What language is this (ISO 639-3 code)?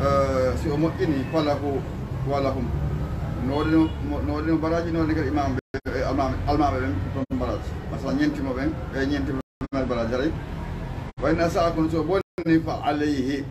ful